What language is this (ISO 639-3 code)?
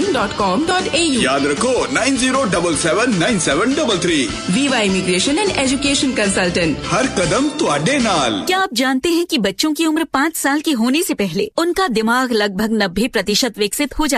pan